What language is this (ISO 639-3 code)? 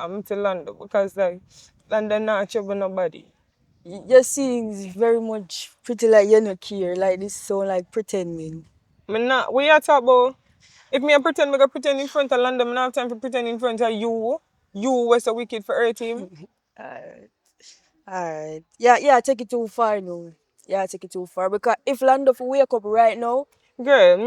jam